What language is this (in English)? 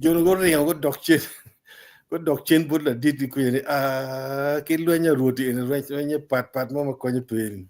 Acoli